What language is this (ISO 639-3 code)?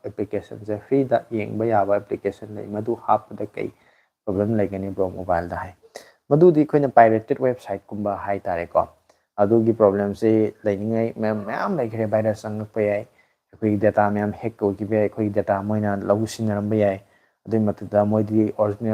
mni